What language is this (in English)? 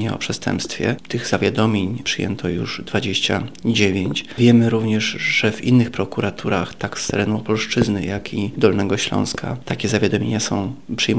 Polish